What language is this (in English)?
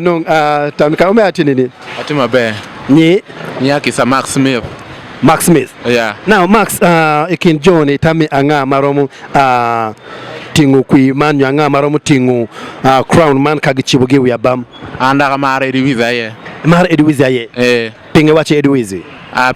Acoli